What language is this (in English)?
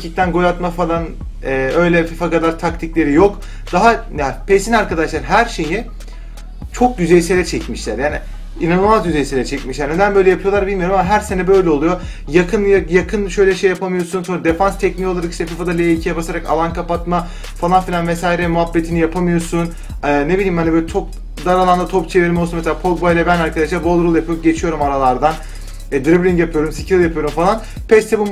Turkish